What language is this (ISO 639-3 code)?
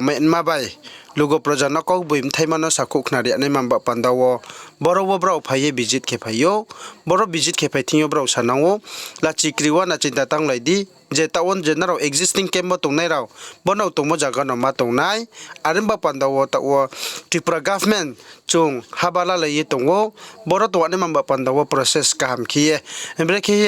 ria